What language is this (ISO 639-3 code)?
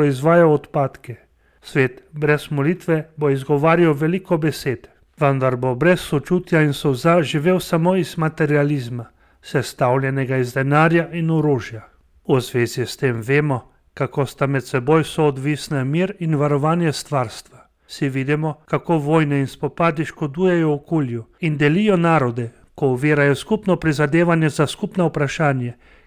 slv